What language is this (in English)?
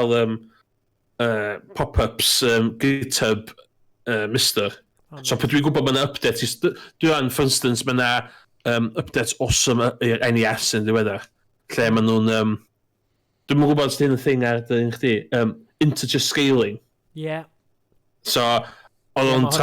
Welsh